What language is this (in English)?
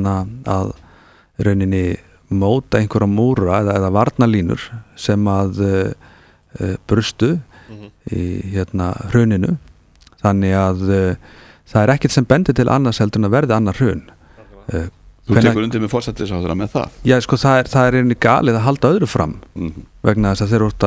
Icelandic